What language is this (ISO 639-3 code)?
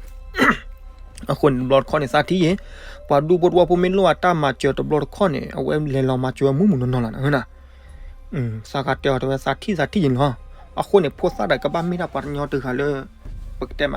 ksw